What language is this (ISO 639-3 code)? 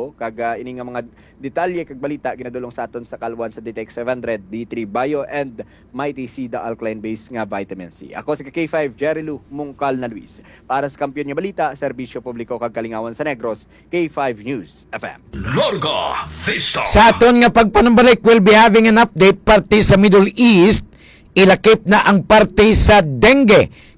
hil